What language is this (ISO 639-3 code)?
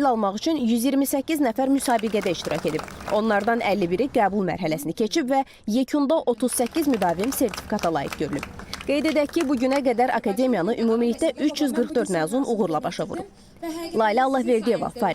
aze